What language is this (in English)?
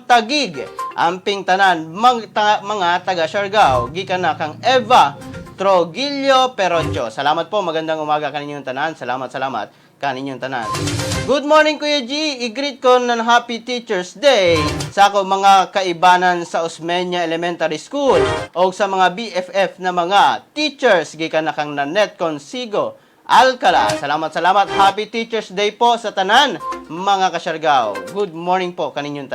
Cebuano